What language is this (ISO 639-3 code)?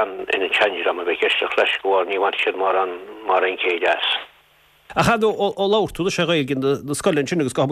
gle